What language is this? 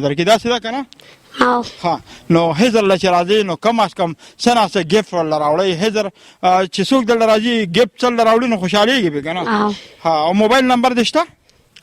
Pashto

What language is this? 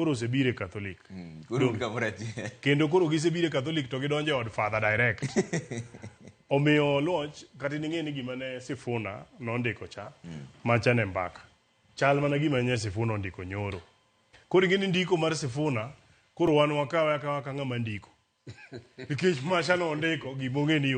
Luo (Kenya and Tanzania)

